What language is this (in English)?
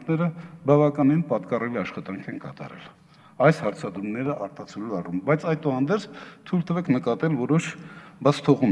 Armenian